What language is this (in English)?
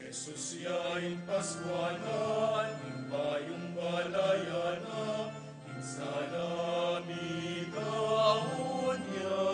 Pampanga